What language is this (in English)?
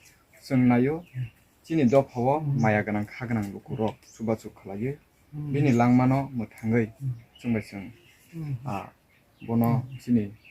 Kok Borok